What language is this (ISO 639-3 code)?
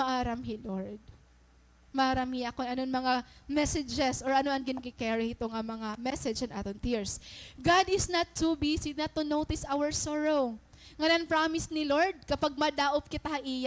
war